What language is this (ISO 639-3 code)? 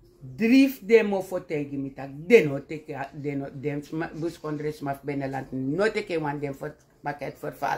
srn